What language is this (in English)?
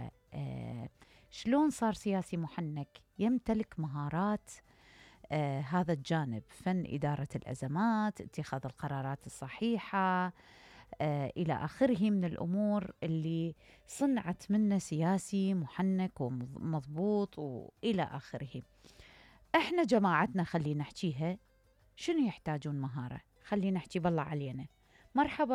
Mesopotamian Arabic